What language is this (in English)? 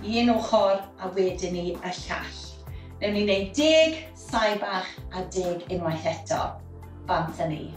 Welsh